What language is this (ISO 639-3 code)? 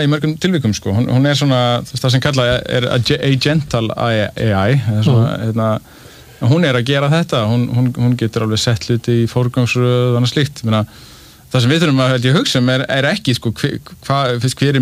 isl